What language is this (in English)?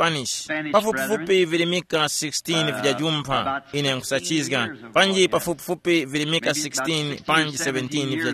Tumbuka